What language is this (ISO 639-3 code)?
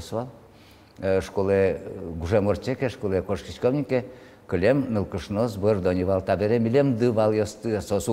udm